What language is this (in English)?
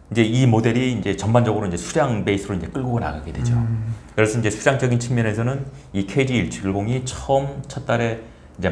Korean